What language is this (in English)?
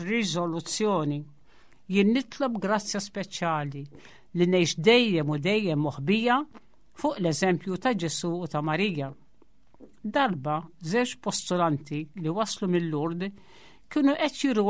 Maltese